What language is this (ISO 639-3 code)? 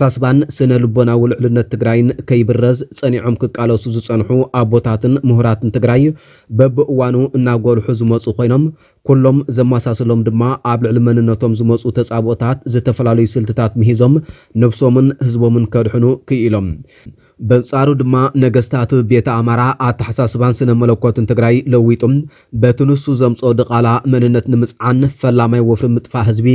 tir